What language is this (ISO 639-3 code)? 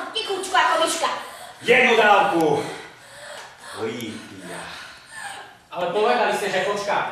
slk